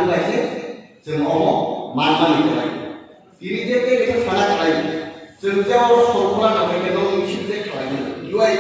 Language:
Kok Borok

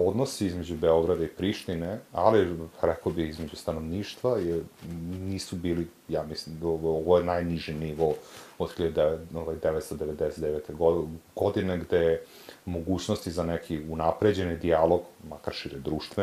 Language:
Serbian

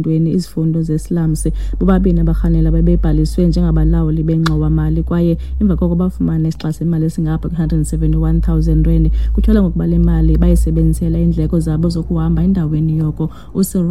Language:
Xhosa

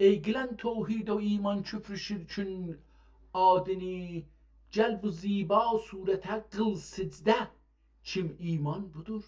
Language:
South Azerbaijani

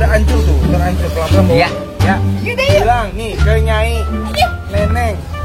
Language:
Betawi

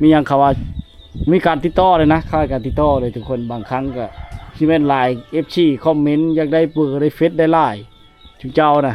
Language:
Lao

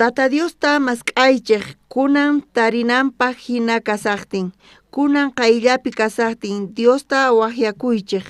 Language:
South Bolivian Quechua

